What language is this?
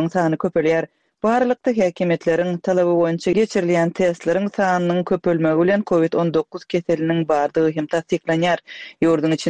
Turkmen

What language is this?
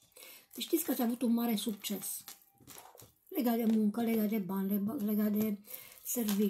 Romanian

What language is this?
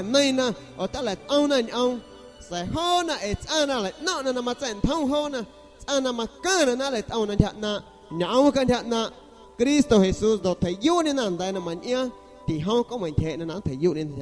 San Pedro Amuzgos Amuzgo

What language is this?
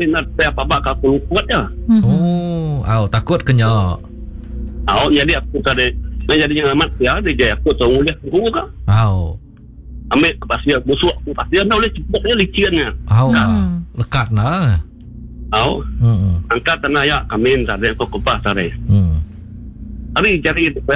Iban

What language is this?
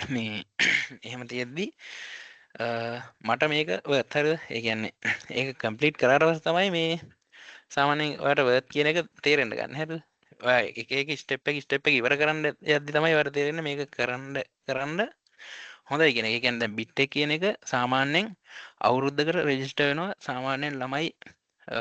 Sinhala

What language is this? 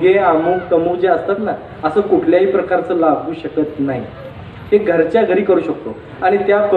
Marathi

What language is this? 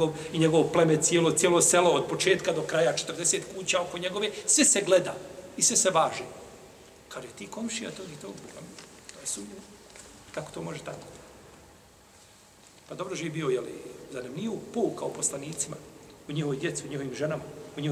Bosnian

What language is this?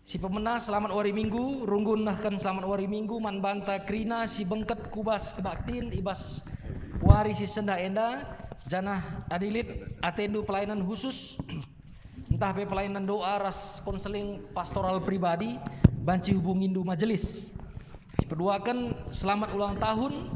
Batak Karo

